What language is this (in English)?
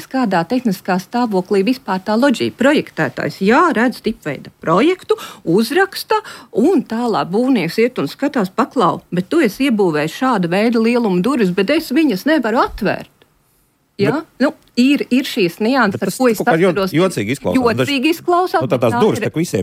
Latvian